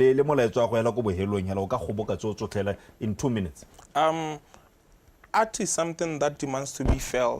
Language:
Tswana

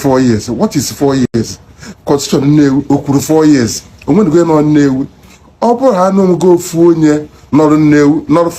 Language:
Igbo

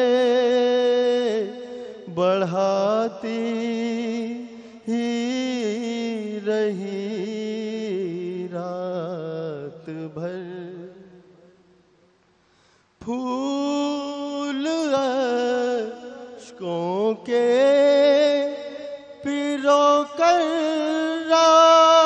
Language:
Urdu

